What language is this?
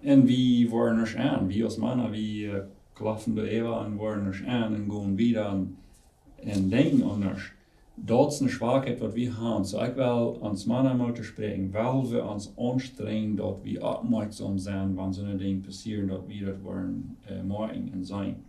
Plautdietsch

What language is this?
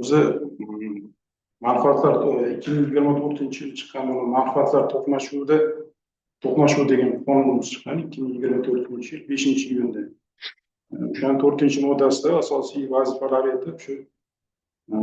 Uzbek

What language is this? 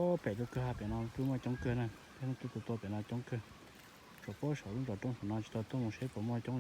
Hmong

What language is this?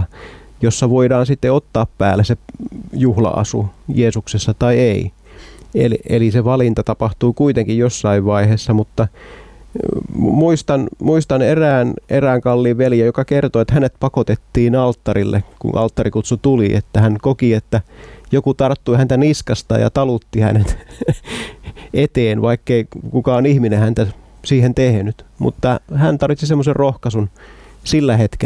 Finnish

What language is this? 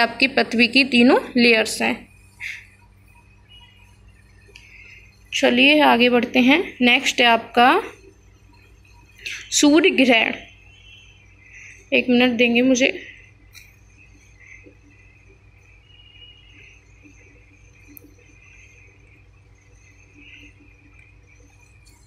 Hindi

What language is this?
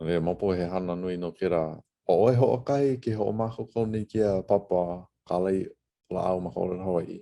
Hawaiian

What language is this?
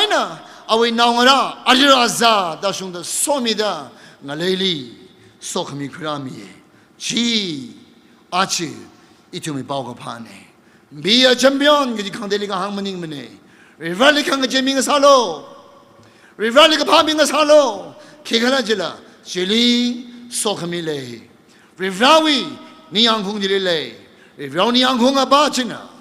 Tangkhul Naga (India)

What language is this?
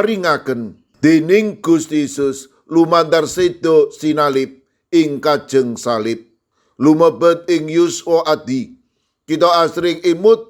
Javanese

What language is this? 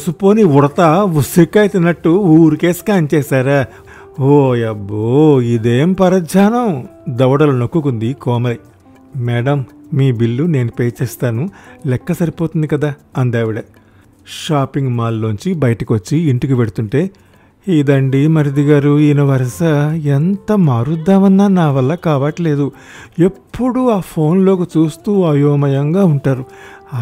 Telugu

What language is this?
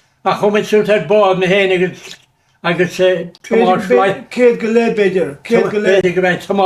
Irish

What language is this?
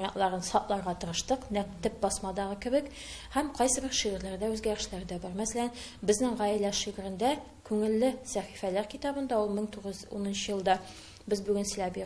Tatar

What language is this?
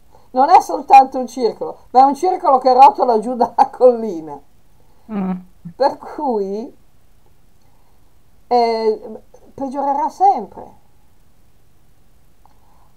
Italian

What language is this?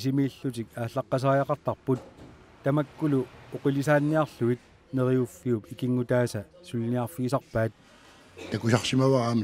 Kalaallisut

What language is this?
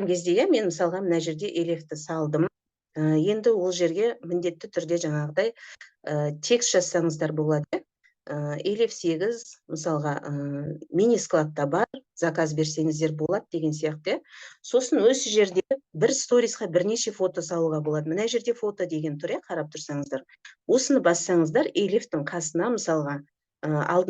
Kazakh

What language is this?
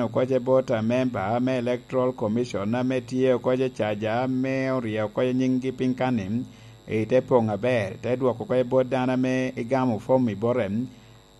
Lango (Uganda)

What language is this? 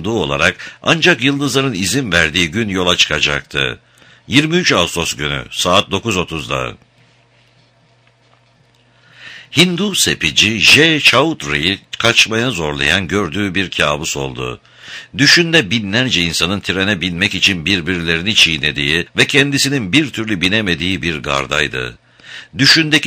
Turkish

